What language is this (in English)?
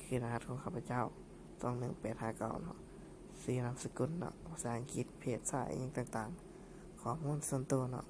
Lao